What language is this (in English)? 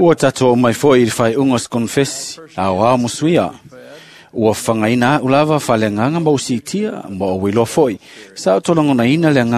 Samoan